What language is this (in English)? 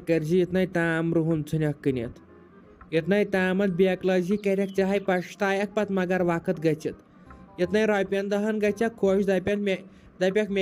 Kashmiri